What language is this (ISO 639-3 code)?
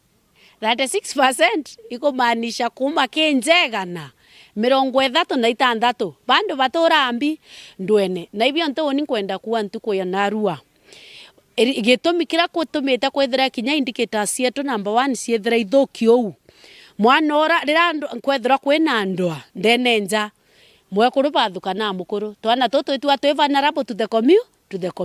mer